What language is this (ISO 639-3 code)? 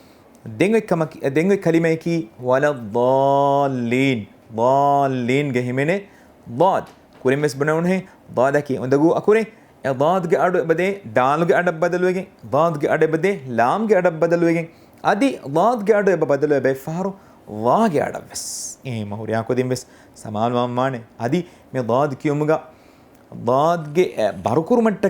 div